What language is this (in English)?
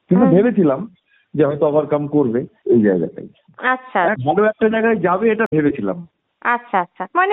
Bangla